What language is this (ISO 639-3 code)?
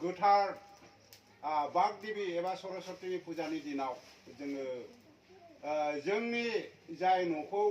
brx